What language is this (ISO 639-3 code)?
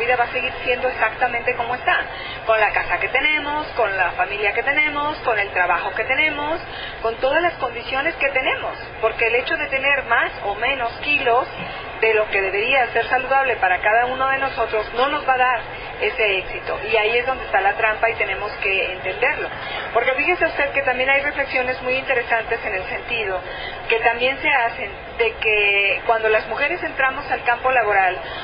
spa